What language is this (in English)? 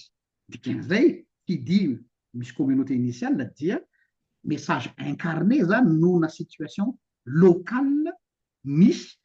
Malagasy